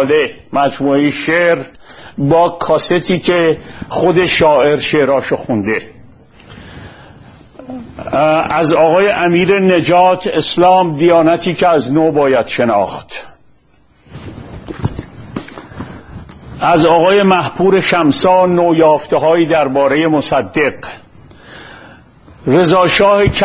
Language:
Persian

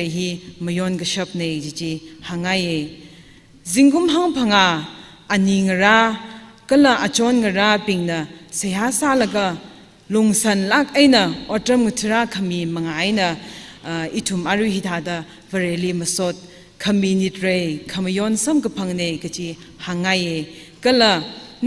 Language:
Tangkhul Naga (India)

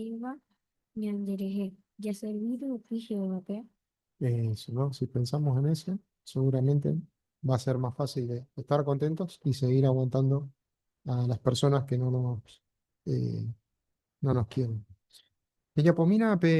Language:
Guarani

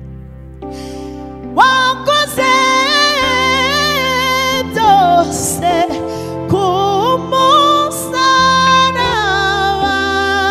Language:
Kinyarwanda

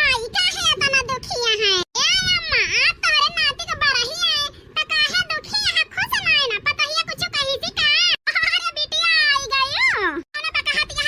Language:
Awadhi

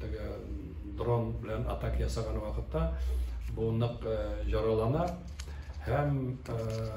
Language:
Tatar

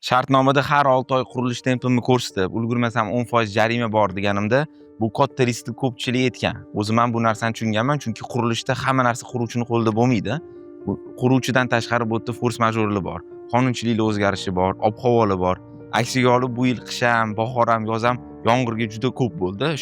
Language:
Uzbek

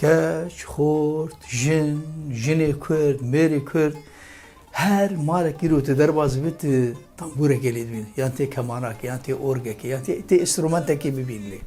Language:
Kurdish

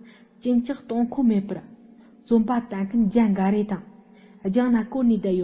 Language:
Tibetan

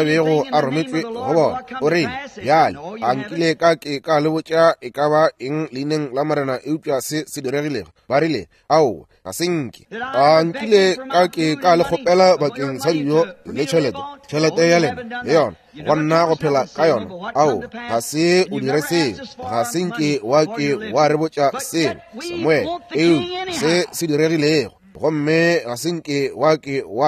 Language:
Northern Sotho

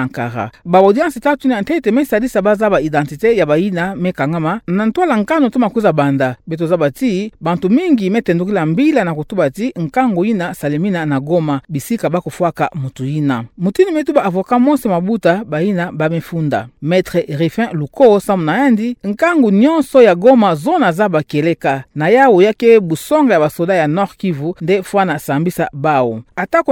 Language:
Kituba (Democratic Republic of Congo)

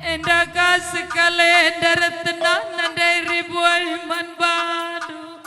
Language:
Batak Karo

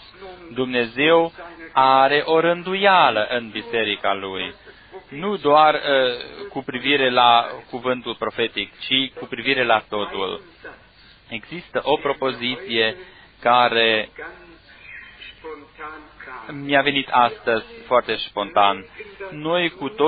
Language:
Romanian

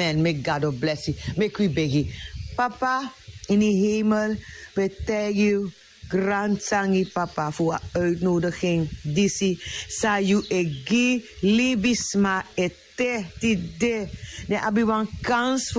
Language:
Sranan Tongo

